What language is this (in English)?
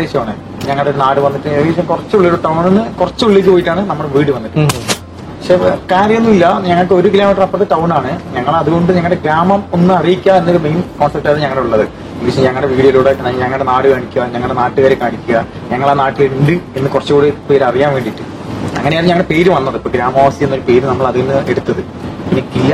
Malayalam